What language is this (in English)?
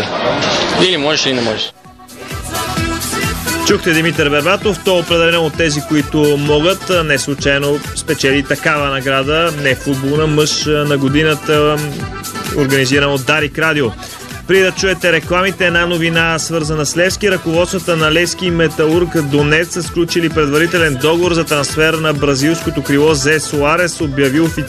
Bulgarian